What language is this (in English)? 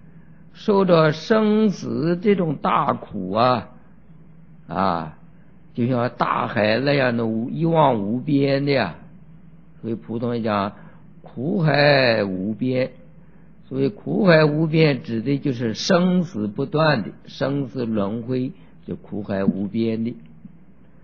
Chinese